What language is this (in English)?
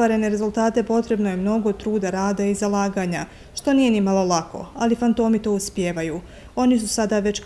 Bosnian